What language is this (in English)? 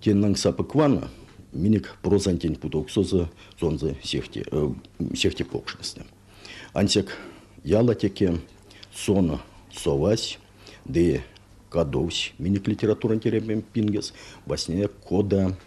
Erzya